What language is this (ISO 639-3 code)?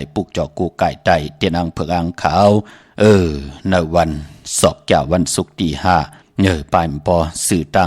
shn